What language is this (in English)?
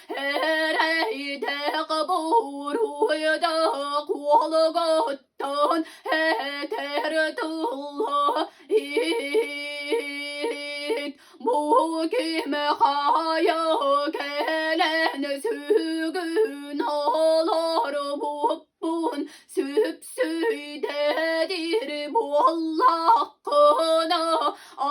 Yakut